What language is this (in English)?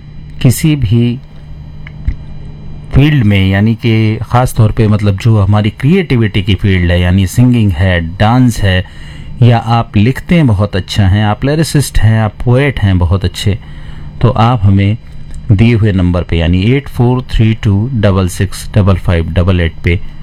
Hindi